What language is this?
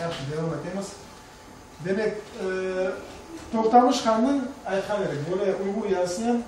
Crimean Tatar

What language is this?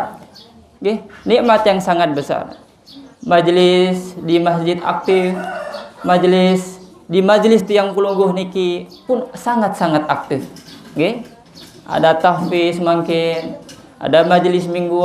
Sasak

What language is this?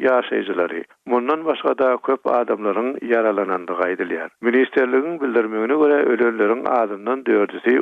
Turkmen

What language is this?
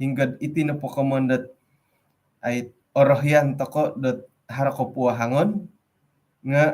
Central Dusun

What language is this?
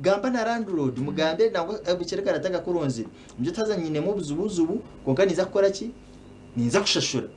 Nyankole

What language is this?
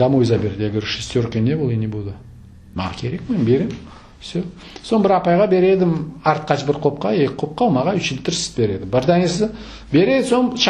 Crimean Tatar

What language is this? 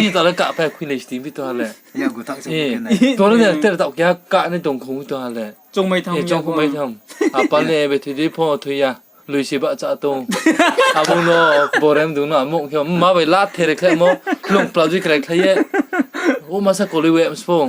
Riang (India)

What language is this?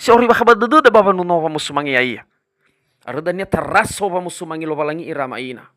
Nias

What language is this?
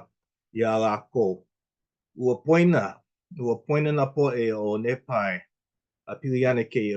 Hawaiian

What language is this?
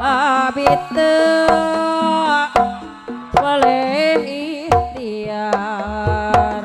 Sundanese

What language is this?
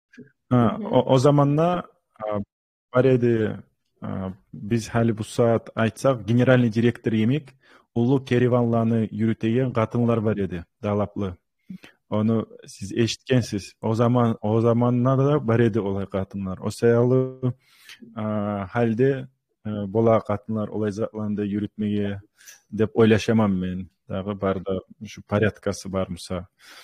Kumyk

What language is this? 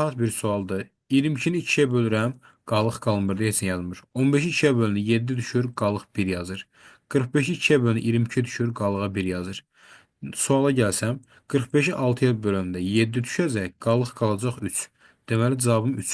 Azerbaijani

